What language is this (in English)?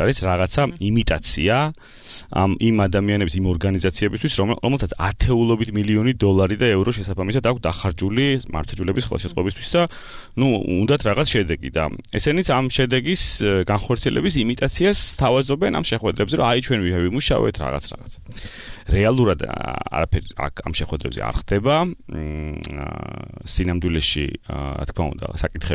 Georgian